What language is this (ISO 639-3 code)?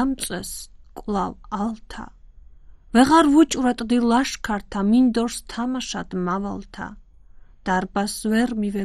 kat